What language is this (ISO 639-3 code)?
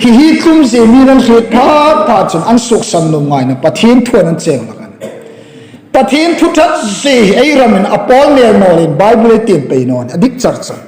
hmr